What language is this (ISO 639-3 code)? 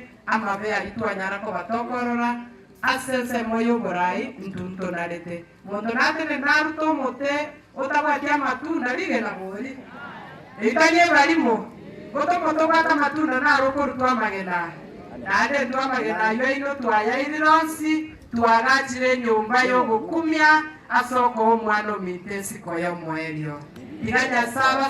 guz